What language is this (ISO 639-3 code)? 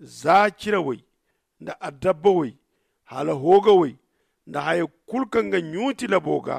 dje